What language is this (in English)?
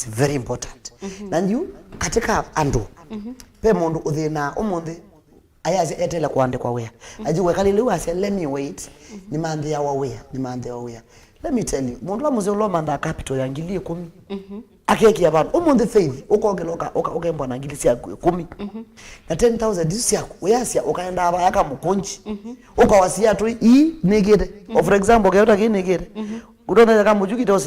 Kamba